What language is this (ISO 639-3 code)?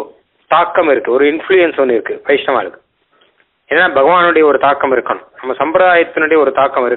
tam